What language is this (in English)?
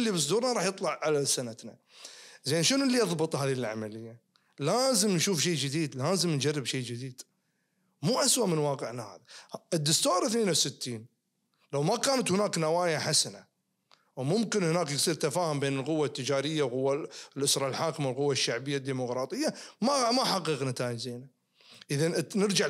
Najdi Arabic